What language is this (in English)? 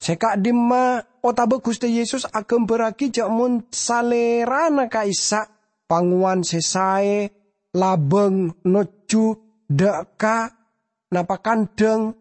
Madurese